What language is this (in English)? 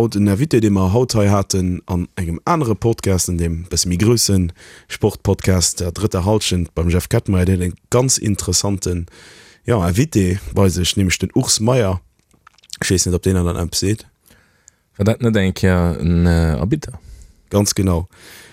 Luxembourgish